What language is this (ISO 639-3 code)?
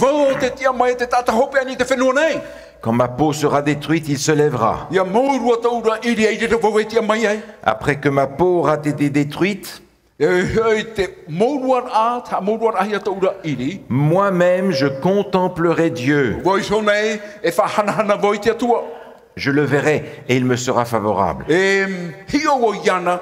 tah